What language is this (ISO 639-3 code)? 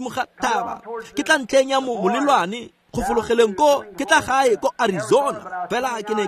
tsn